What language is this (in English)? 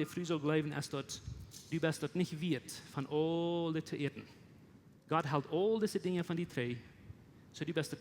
Plautdietsch